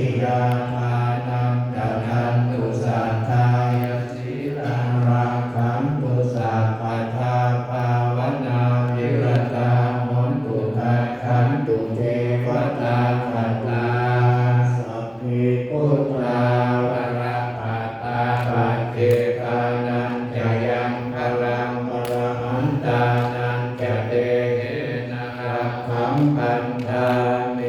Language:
Pali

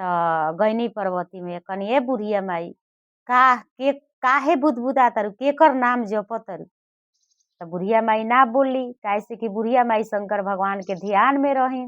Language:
Bhojpuri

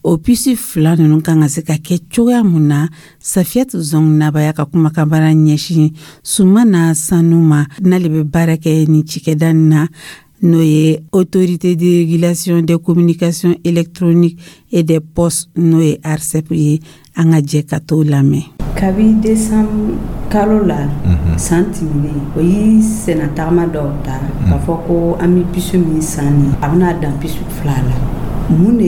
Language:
Dyula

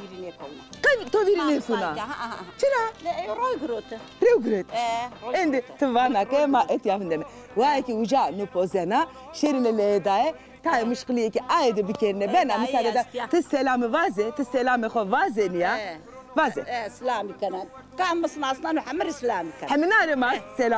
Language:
Zaza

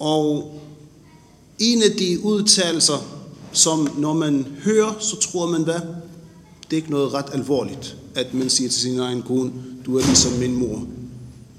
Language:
Danish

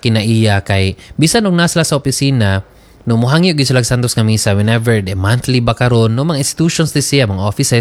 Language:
Cebuano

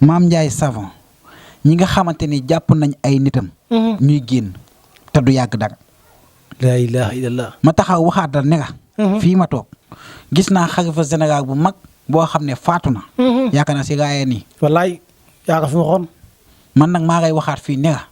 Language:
Wolof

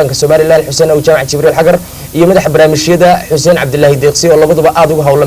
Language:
Somali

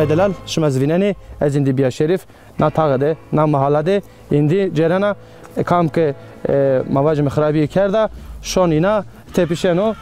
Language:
Zaza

